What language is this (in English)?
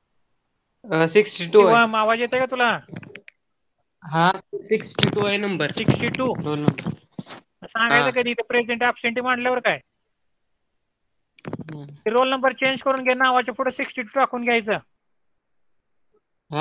Marathi